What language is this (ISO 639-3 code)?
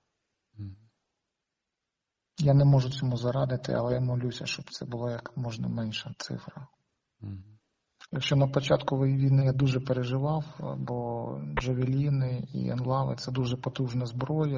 ukr